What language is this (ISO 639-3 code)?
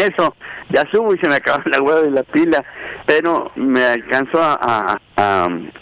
spa